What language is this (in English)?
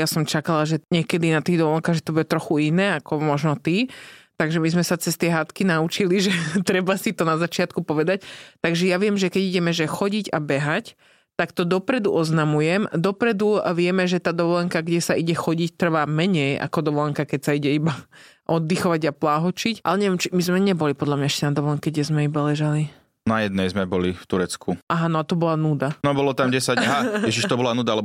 Slovak